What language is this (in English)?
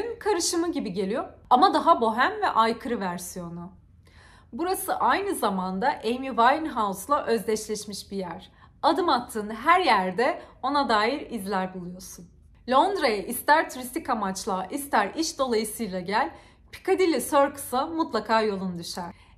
Turkish